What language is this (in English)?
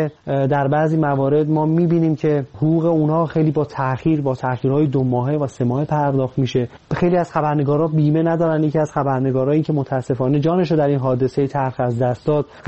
Persian